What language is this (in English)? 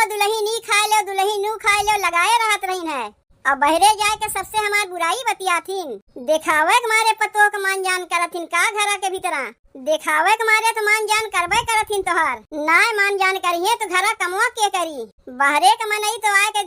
Awadhi